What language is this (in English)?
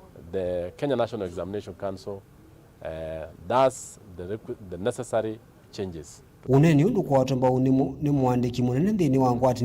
Kamba